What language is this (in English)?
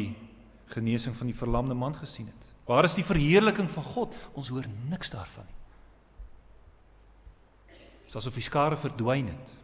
Afrikaans